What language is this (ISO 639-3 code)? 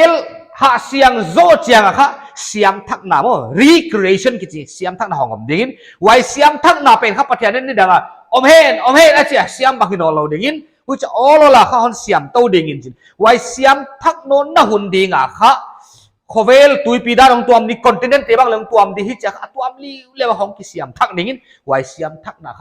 pck